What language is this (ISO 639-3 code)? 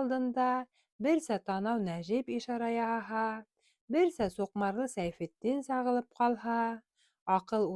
bak